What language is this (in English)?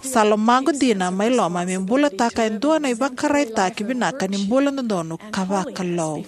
Fijian